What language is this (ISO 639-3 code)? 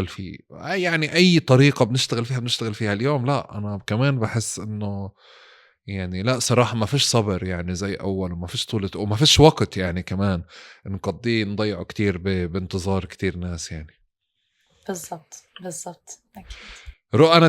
apc